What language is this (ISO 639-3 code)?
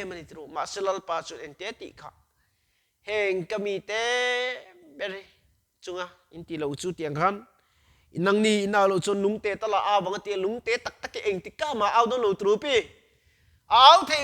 lus